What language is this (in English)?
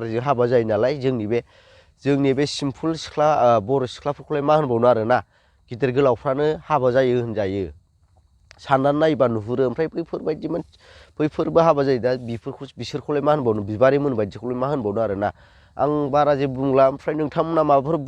Bodo